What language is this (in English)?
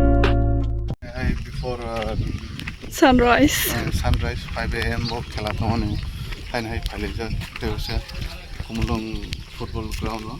Kok Borok